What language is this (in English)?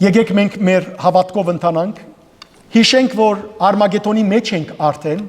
Western Armenian